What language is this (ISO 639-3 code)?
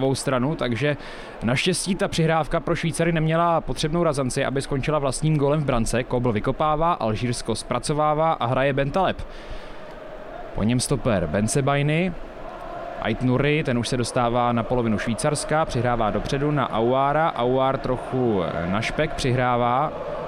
ces